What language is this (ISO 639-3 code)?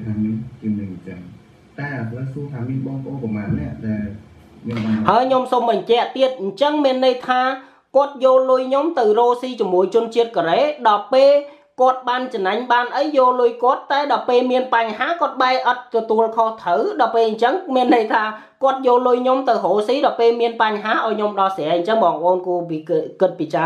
khm